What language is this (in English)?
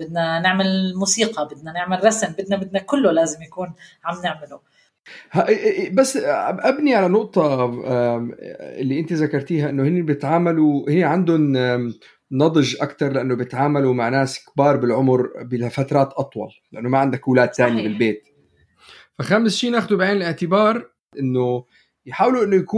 North Levantine Arabic